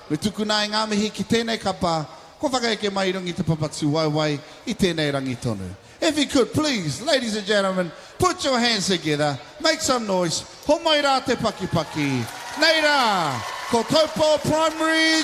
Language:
Māori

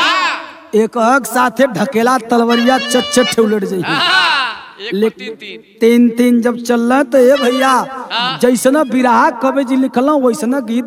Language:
Bhojpuri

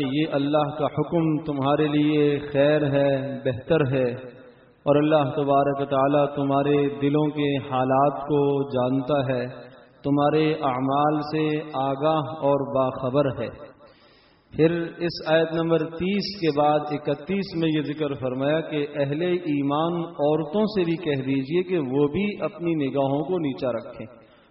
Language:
Urdu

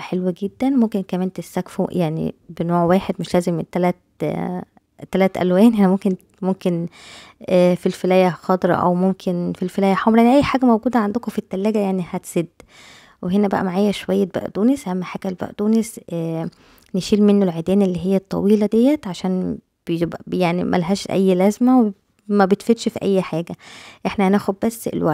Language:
Egyptian Arabic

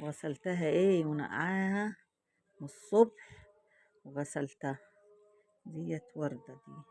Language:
Egyptian Arabic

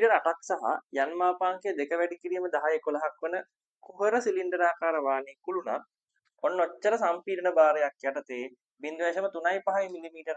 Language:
Sinhala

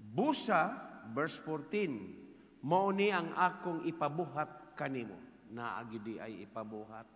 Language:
Cebuano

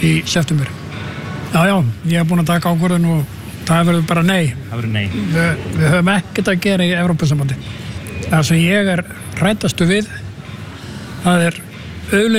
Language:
Icelandic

